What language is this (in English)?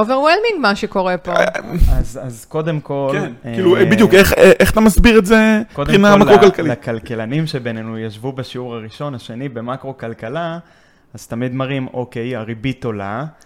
Hebrew